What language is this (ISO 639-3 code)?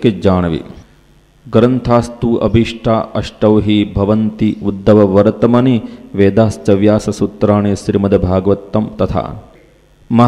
guj